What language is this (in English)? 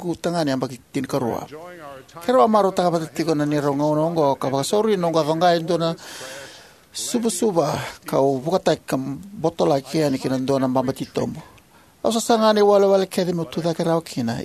Fijian